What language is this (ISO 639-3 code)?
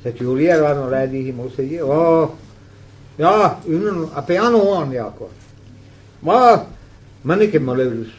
bre